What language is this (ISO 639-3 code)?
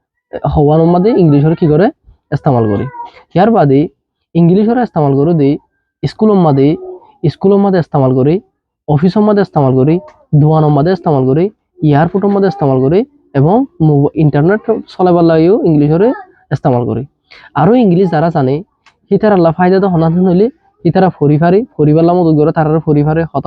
rhg